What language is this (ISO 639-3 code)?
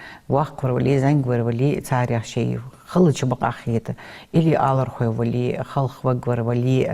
inh